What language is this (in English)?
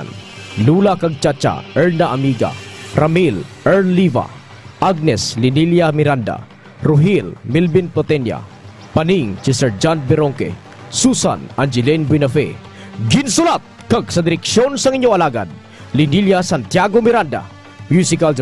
Hiligaynon